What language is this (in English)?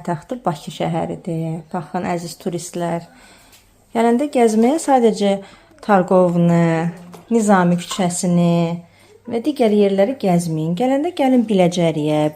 Azerbaijani